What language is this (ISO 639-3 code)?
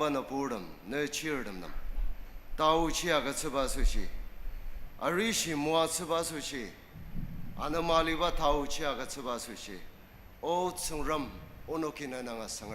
njo